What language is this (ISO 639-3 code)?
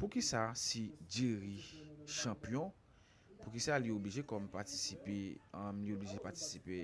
hat